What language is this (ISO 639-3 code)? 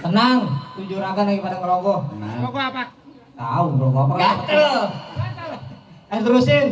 bew